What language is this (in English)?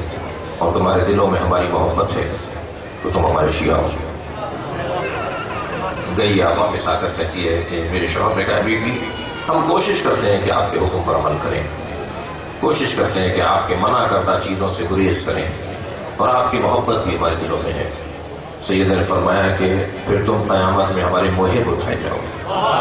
Urdu